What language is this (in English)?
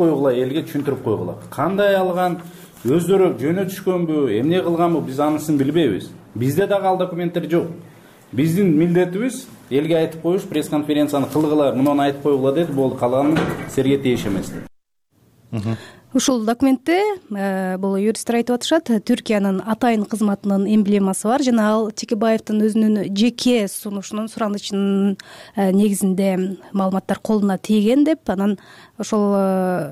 Kyrgyz